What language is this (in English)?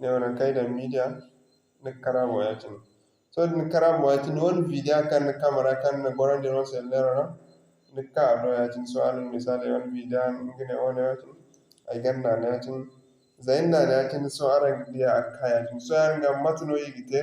Zarma